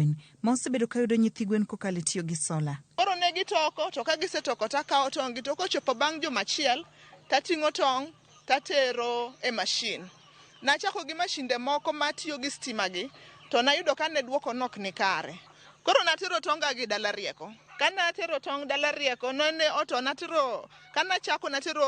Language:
Luo (Kenya and Tanzania)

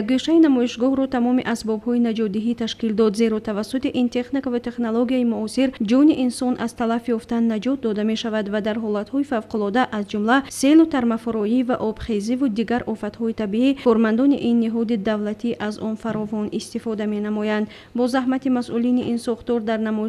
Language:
Tajik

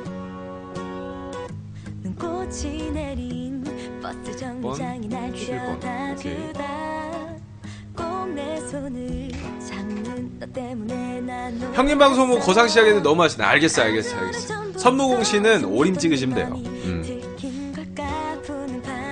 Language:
Korean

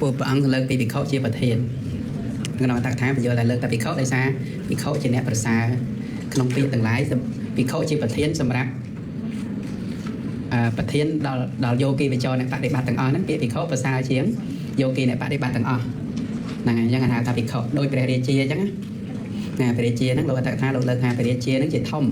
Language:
Khmer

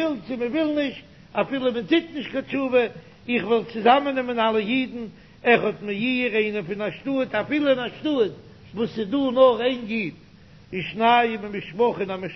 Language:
Yiddish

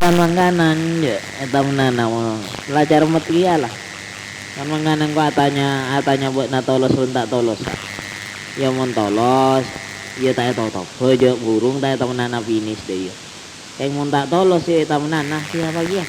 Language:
Madurese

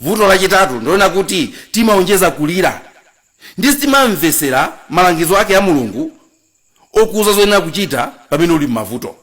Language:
Nyanja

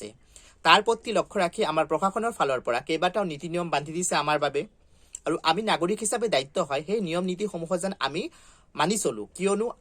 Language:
Assamese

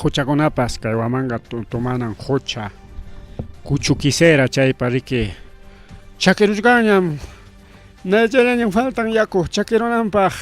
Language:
Ayacucho Quechua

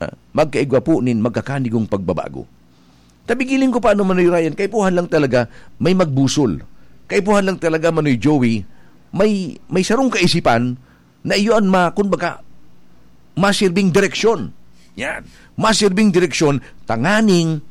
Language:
Bikol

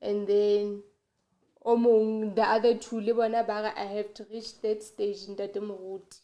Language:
Southern Sotho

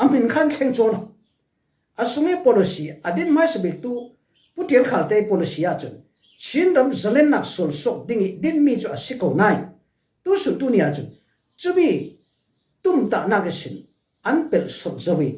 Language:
Falam Chin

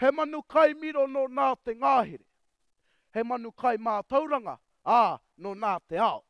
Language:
Māori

